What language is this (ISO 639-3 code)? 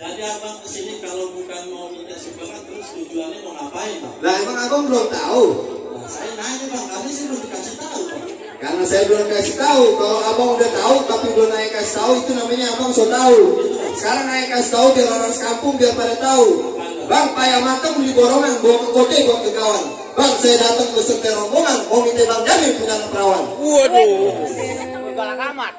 bew